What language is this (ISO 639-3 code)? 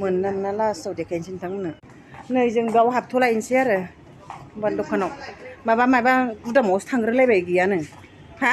brx